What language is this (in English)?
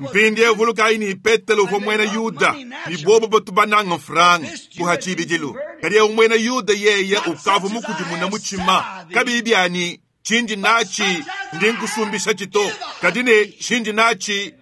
Luba-Lulua